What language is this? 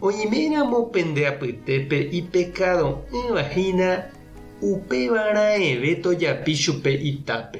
Guarani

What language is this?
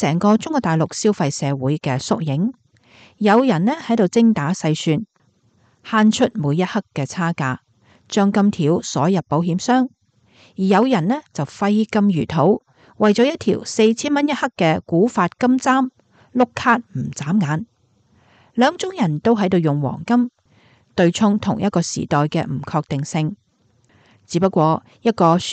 Cantonese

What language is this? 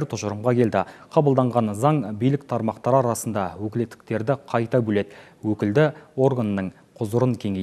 Kazakh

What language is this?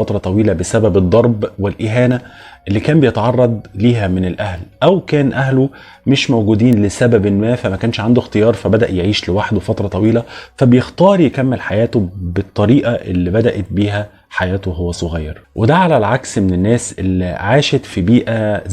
Egyptian Arabic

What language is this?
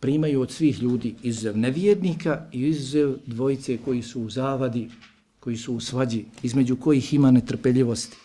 Bosnian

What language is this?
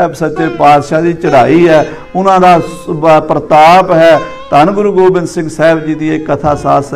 Punjabi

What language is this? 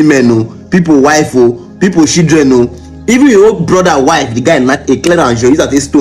Nigerian Pidgin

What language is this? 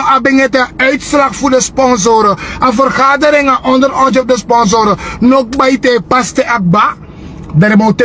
Sranan Tongo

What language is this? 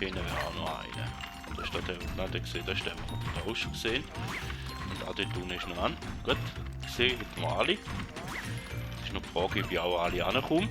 Swiss German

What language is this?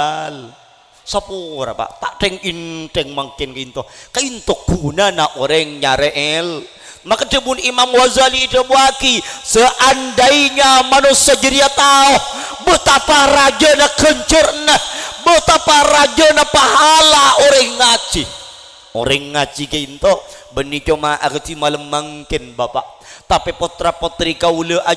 Madurese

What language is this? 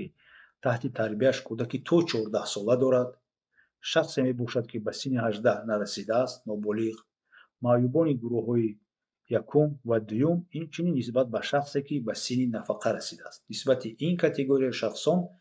Tajik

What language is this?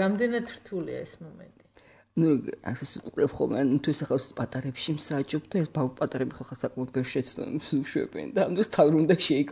Georgian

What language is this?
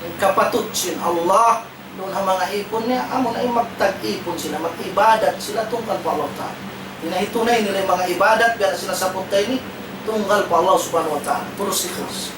Tausug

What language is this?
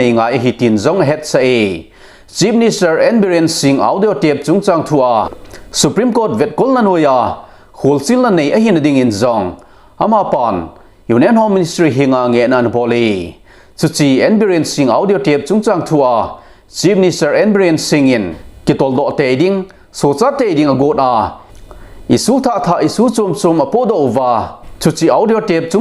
Thado Chin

